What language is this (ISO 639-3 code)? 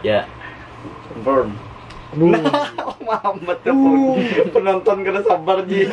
bjn